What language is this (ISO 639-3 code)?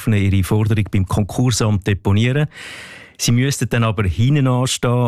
deu